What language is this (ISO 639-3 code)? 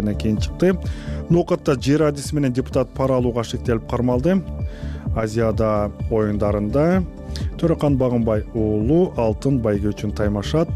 kir